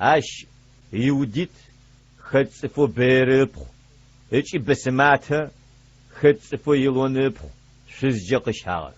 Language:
Adyghe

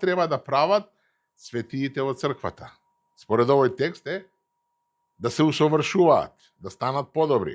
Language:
Macedonian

